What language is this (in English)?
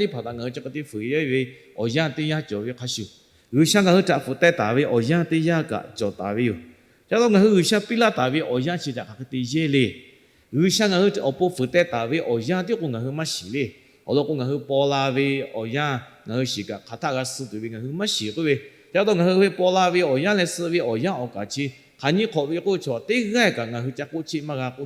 Lahu